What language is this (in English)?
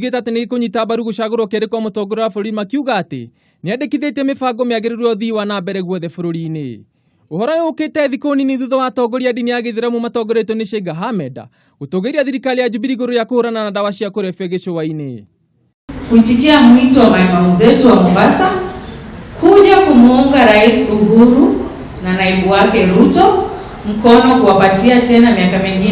Kikuyu